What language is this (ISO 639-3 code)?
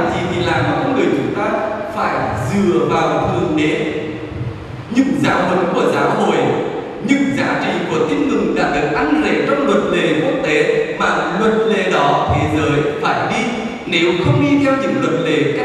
vie